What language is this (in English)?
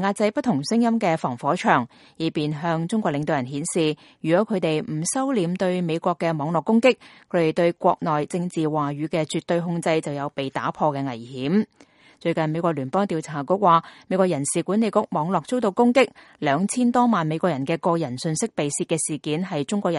Cantonese